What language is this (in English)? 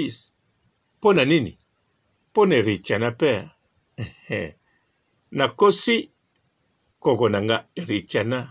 Lingala